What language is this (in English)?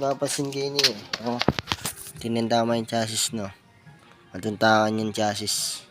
Pampanga